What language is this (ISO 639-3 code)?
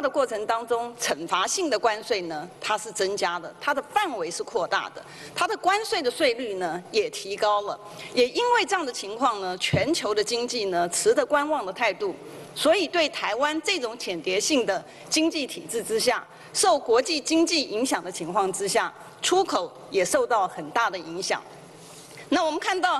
zho